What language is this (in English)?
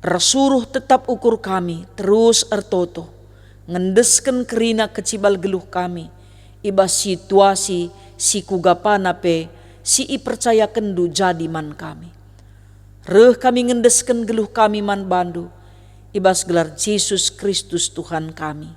Batak Karo